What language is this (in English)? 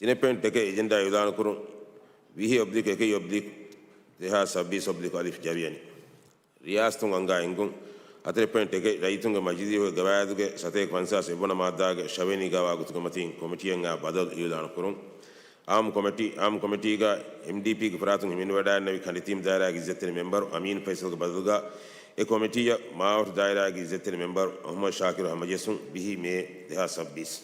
Divehi